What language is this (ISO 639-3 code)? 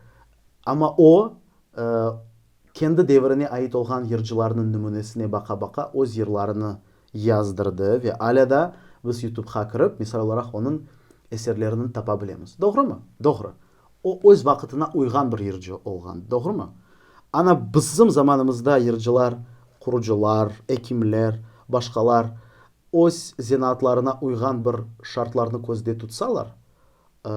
crh